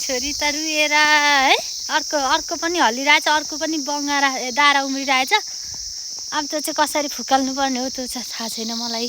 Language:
Nepali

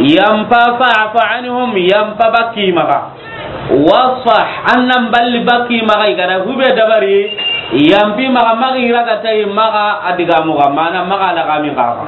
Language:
Soninke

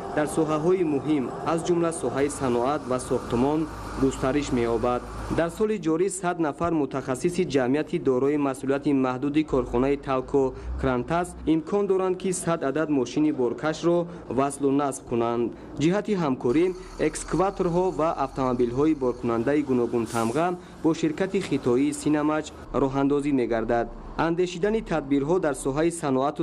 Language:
Tajik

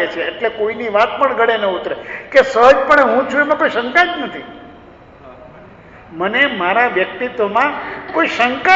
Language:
Gujarati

